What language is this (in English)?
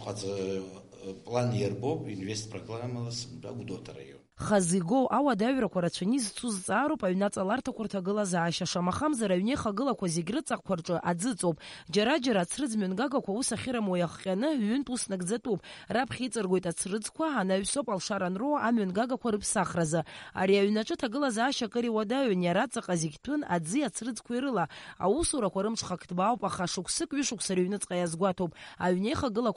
Abkhazian